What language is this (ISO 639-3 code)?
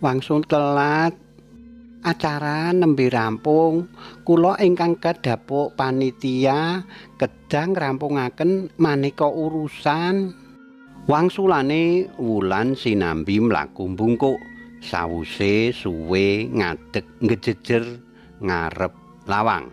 jav